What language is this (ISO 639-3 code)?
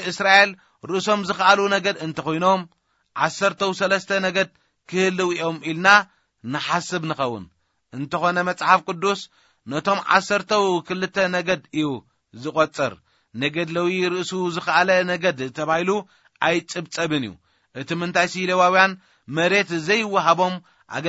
tir